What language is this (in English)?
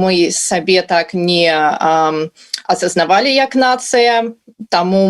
Belarusian